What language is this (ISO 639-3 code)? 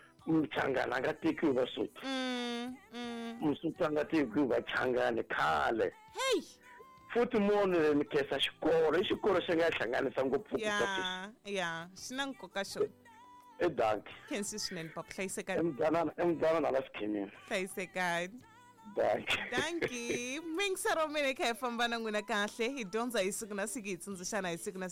tso